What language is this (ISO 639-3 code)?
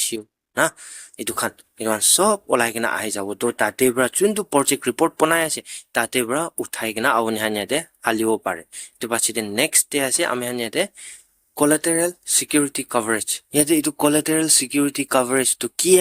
nag